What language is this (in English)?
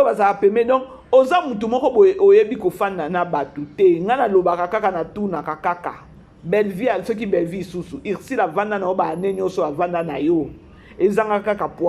Lingala